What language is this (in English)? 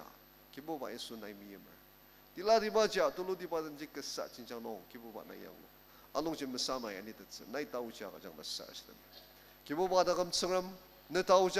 Ao Naga